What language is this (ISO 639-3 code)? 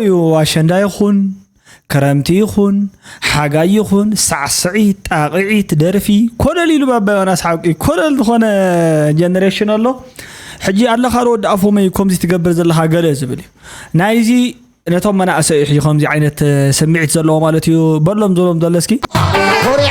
tir